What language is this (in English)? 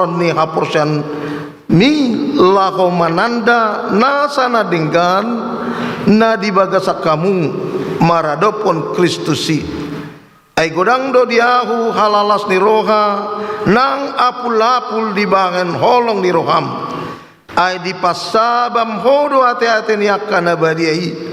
Batak Toba